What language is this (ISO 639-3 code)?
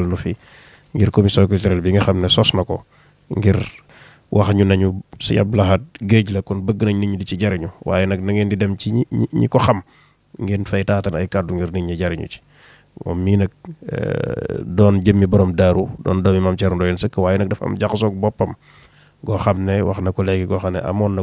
wol